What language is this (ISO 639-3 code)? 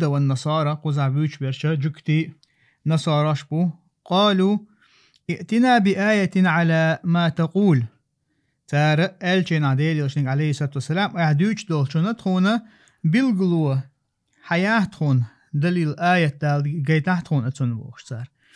che